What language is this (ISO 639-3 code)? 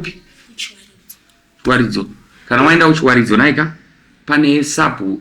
sna